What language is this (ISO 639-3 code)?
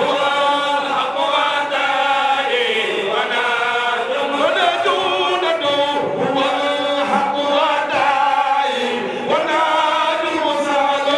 ful